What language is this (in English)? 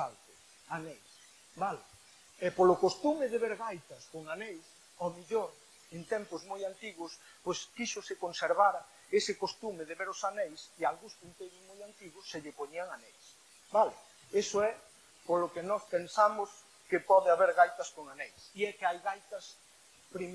Galician